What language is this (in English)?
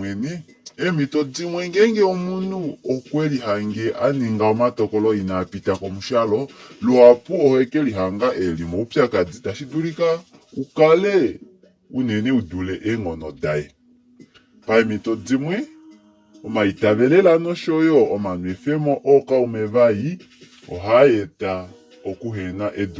Kuanyama